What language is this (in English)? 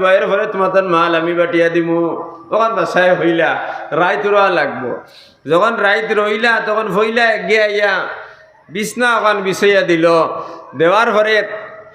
Sylheti